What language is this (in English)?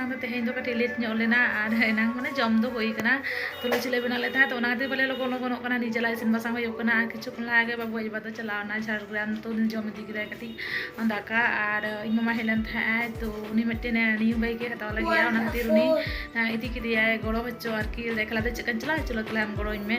Santali